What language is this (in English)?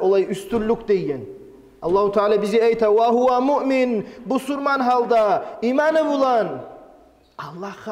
Kumyk